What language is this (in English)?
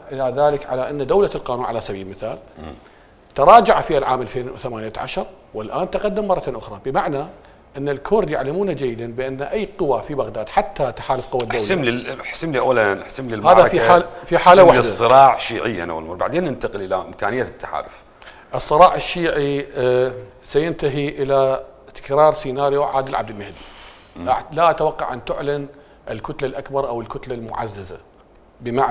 Mesopotamian Arabic